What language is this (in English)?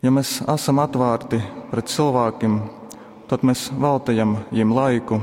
Latgalian